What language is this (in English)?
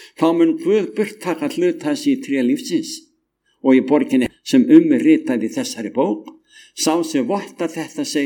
Icelandic